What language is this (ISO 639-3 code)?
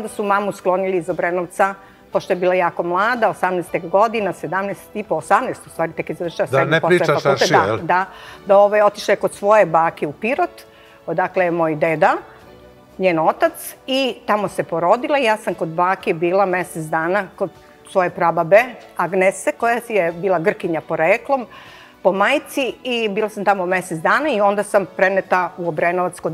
srp